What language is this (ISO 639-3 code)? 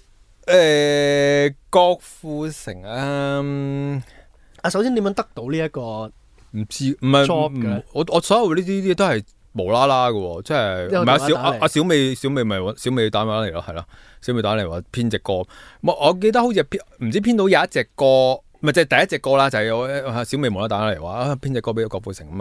yue